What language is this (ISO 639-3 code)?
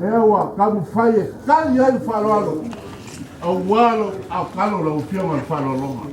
smo